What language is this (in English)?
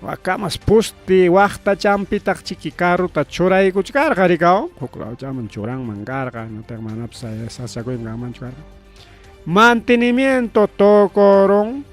Ayacucho Quechua